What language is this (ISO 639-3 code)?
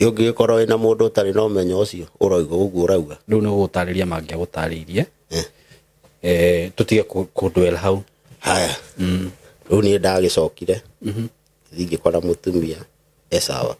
kik